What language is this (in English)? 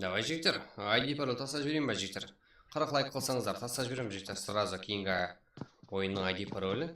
Kara-Kalpak